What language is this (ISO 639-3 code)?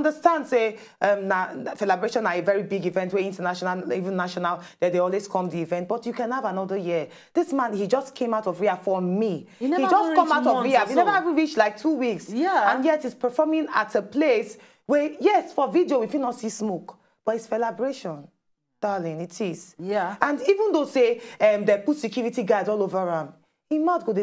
pcm